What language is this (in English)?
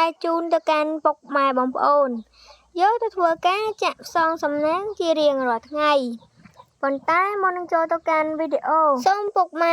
Khmer